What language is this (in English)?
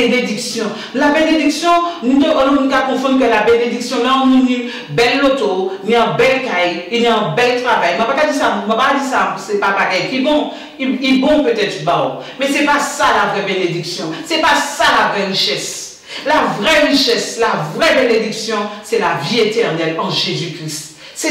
Guadeloupean Creole French